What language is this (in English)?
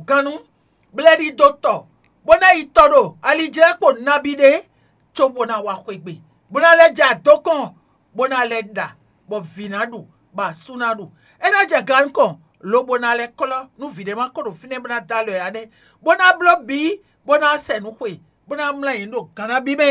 Fon